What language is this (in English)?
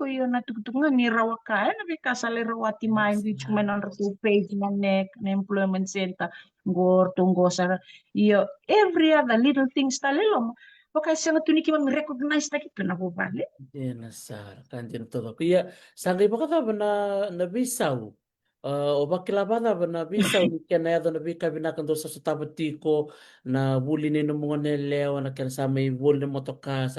Fijian